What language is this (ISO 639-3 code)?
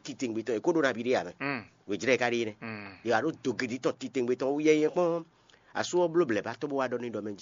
fon